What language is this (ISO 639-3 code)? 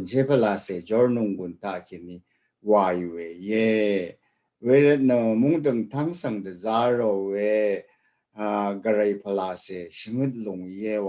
raw